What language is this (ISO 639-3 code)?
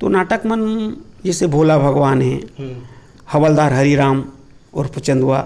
hne